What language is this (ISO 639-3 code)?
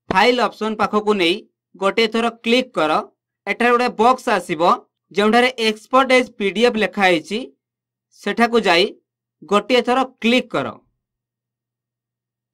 ori